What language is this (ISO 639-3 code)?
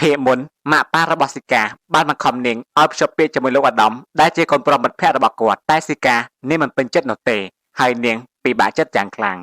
khm